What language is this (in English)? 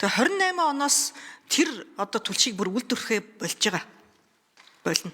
Mongolian